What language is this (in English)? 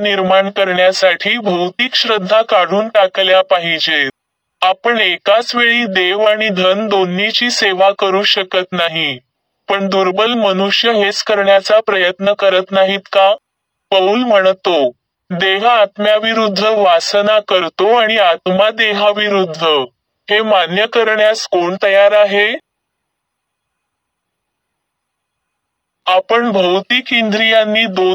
Marathi